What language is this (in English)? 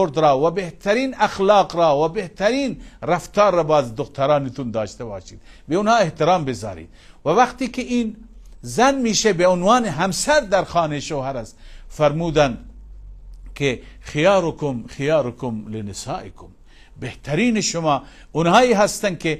Persian